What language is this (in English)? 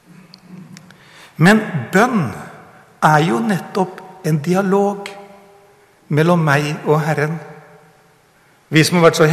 Norwegian